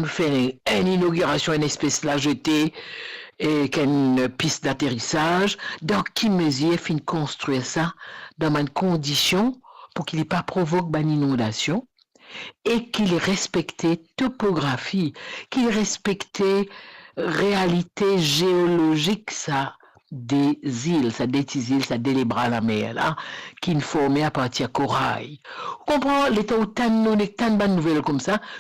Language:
Morisyen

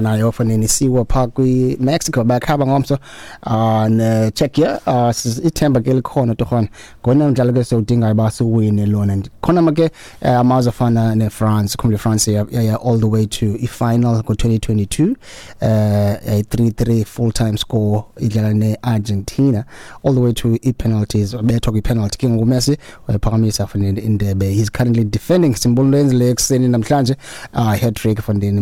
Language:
Xhosa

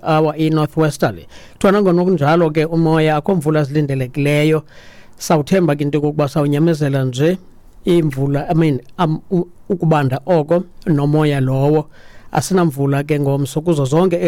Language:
Xhosa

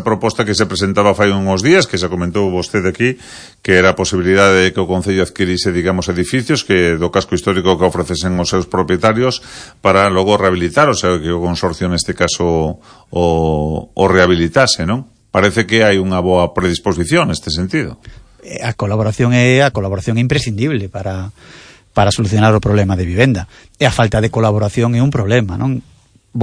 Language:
Galician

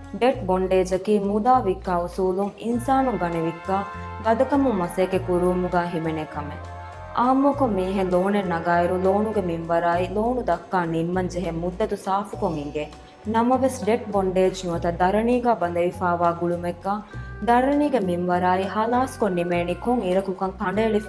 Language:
Divehi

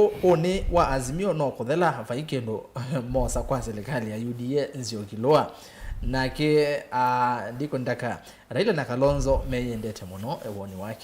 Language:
Kamba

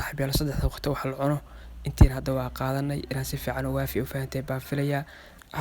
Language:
Somali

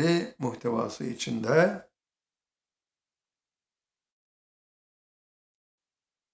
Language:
Turkish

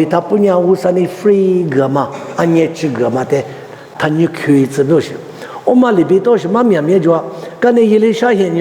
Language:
Lisu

